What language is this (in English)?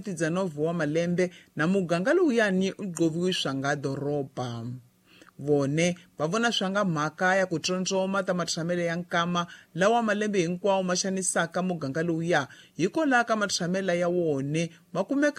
Tsonga